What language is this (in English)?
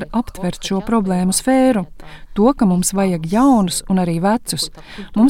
Latvian